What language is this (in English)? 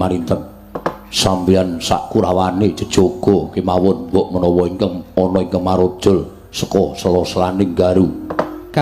Javanese